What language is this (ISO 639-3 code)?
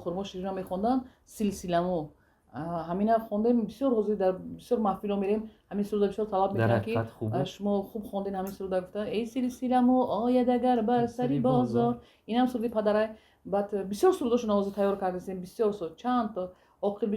tgk